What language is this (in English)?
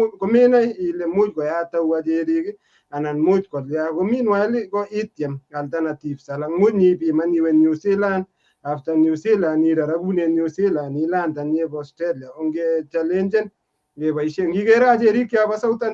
Kalenjin